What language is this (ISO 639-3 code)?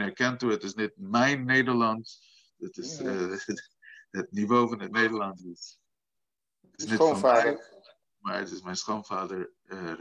nld